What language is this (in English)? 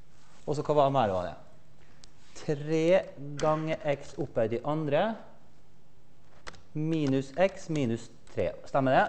Norwegian